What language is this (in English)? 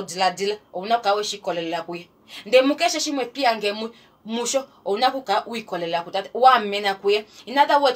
Kuanyama